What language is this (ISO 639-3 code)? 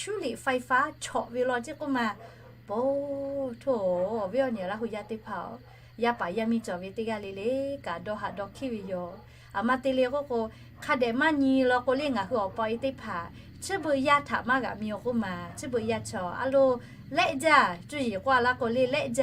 lhu